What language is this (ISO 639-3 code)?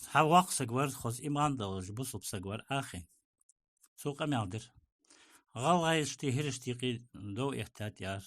inh